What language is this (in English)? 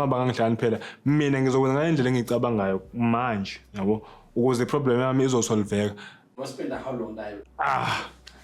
Zulu